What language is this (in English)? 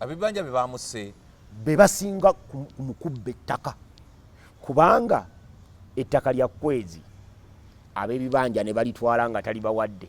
Ganda